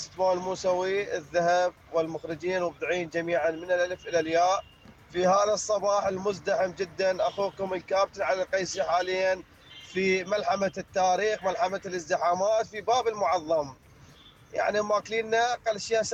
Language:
Mesopotamian Arabic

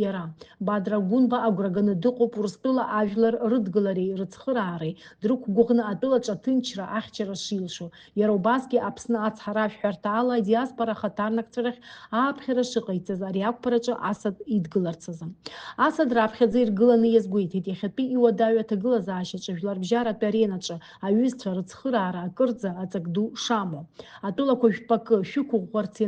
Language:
Abkhazian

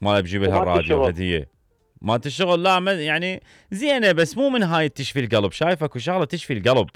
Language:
Mesopotamian Arabic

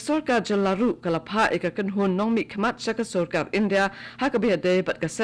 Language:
Khasi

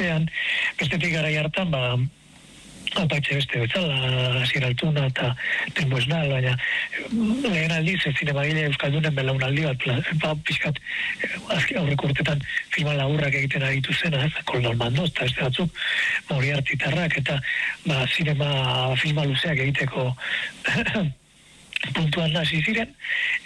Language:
Basque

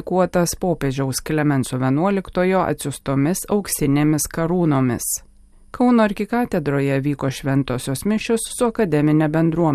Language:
Lithuanian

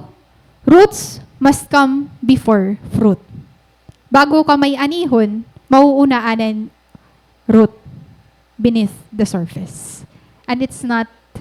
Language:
Waray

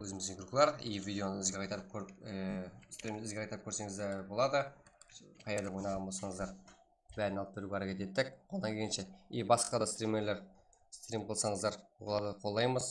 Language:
Kara-Kalpak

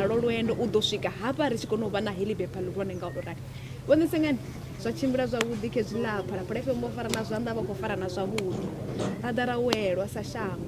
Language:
Venda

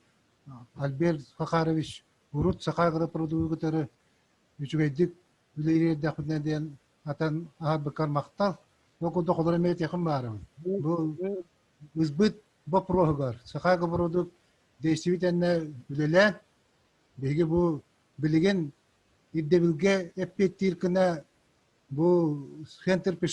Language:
Yakut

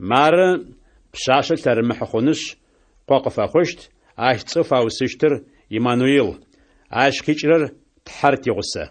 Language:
Adyghe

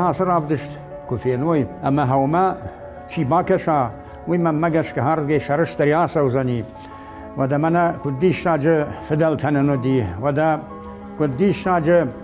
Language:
Ossetic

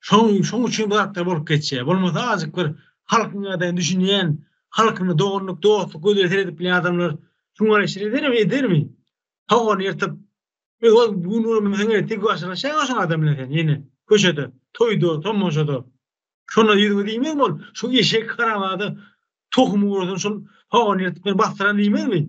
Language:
Turkmen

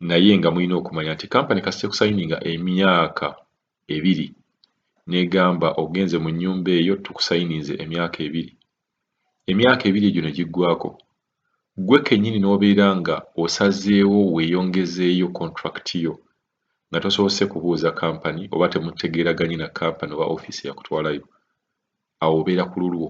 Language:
Ganda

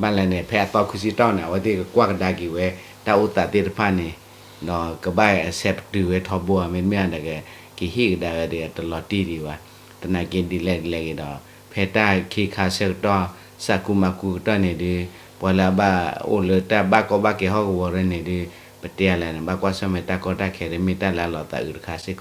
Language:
S'gaw Karen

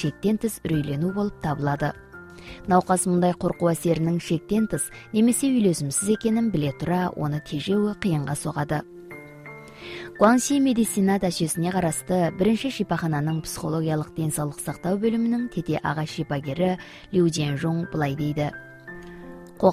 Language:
Kazakh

